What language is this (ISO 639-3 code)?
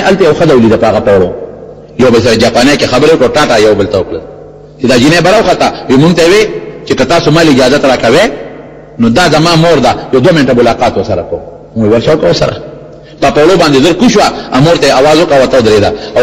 pus